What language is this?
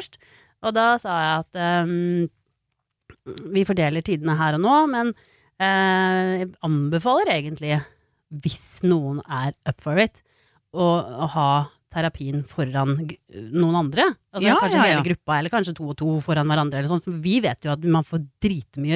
Norwegian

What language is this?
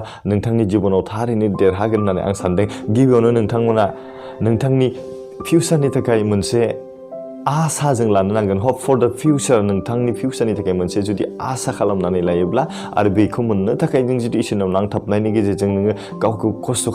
Bodo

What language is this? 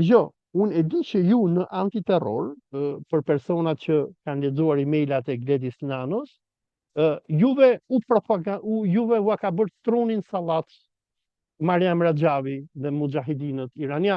Albanian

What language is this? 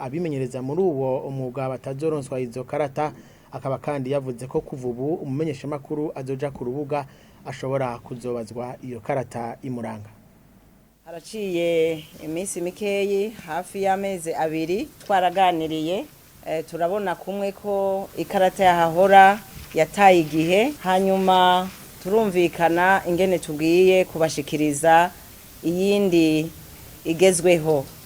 Rundi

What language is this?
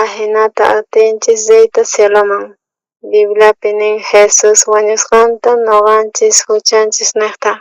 South Bolivian Quechua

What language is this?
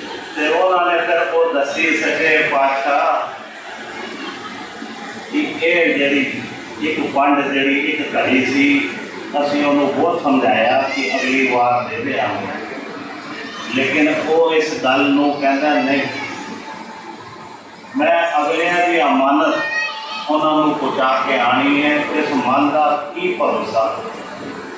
Punjabi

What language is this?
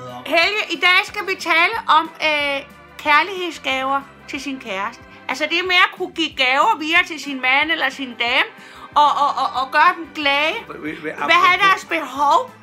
Danish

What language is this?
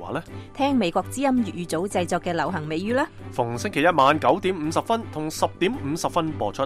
Cantonese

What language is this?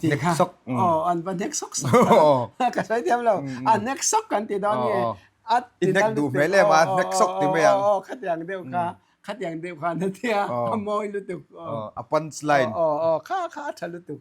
Mizo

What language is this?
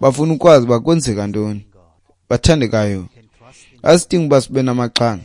Xhosa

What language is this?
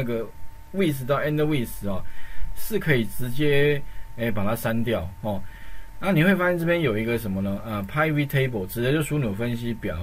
Chinese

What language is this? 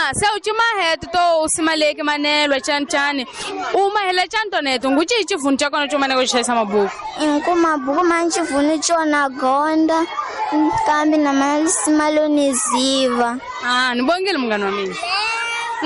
Tsonga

